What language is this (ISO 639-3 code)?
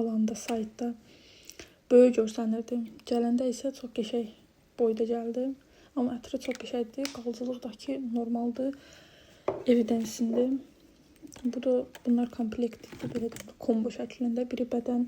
aze